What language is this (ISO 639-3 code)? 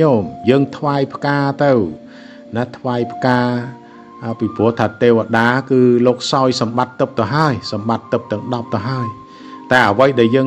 khm